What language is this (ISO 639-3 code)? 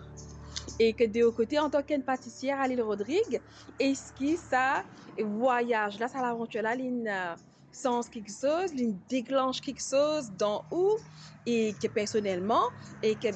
mfe